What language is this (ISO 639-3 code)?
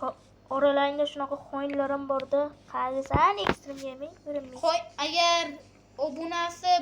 uzb